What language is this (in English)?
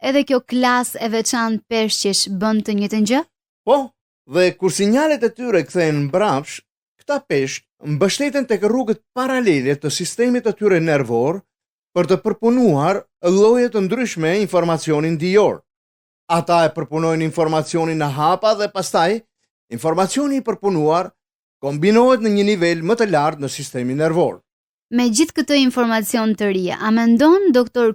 Albanian